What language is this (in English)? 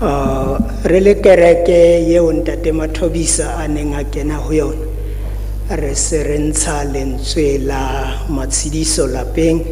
Southern Sotho